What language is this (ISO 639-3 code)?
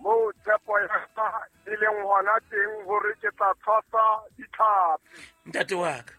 sot